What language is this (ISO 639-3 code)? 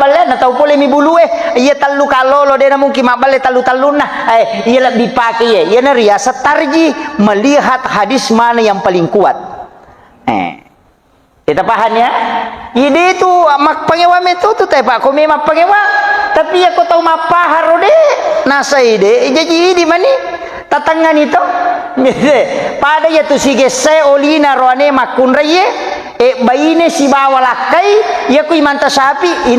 bug